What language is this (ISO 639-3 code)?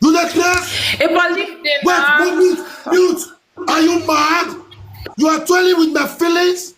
pcm